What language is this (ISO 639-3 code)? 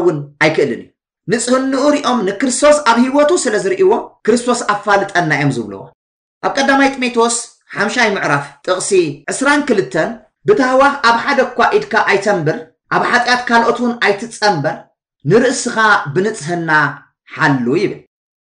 tir